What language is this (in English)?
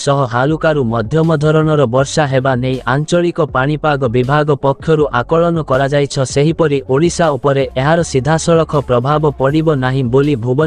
Odia